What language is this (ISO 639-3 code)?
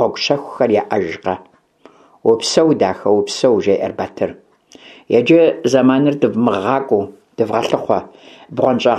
kbd